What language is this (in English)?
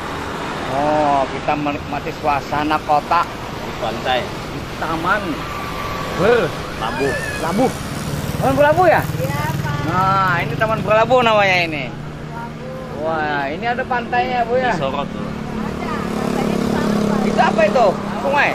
Banjar